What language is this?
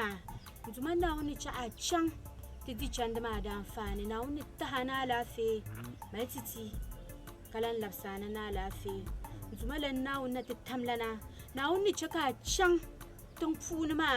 Dagbani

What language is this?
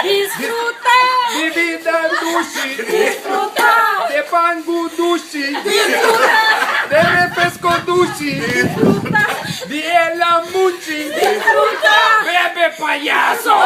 Papiamento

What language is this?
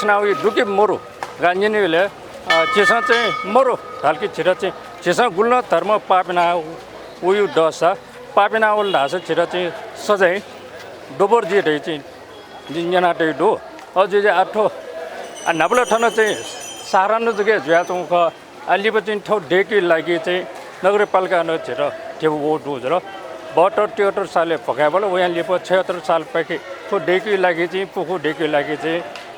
Newari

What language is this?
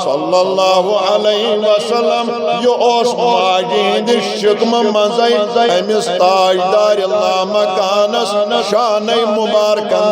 Kashmiri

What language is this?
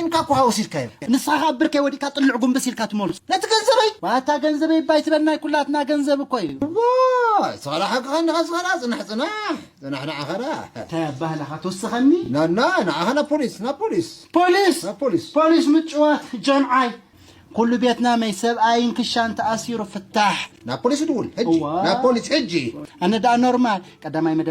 Tigrinya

